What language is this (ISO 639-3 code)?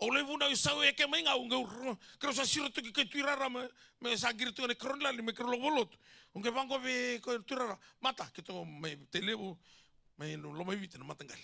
fij